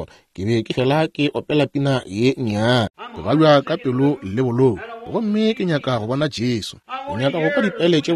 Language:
Northern Sotho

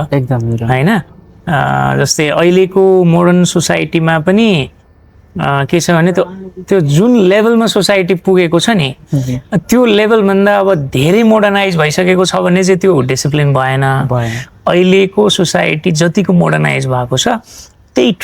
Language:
Nepali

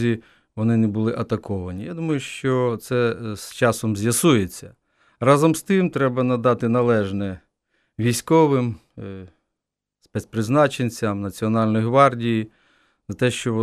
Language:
Ukrainian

